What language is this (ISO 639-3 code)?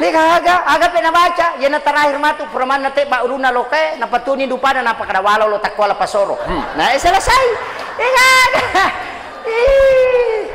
bug